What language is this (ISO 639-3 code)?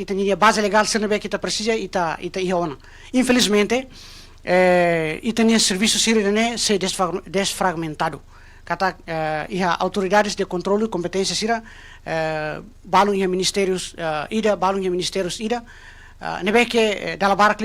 tet